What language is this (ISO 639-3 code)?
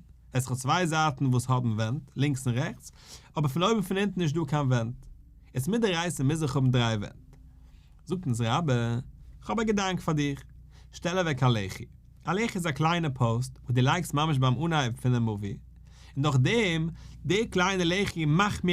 yid